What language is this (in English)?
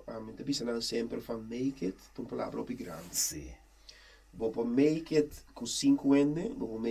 Papiamento